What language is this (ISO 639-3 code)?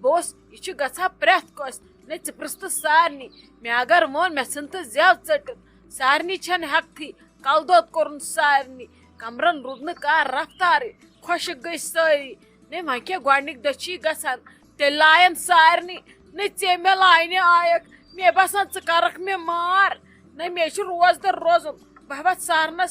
kas